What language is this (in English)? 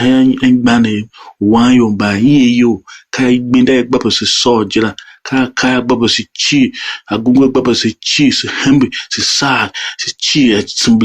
Tiv